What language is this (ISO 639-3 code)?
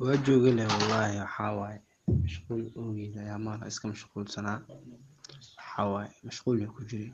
som